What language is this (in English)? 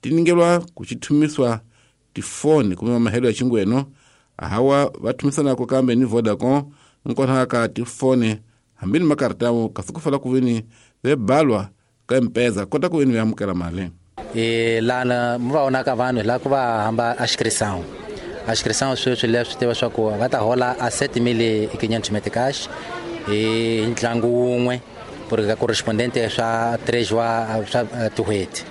Tsonga